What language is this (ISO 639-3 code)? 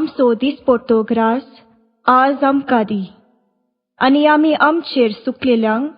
kok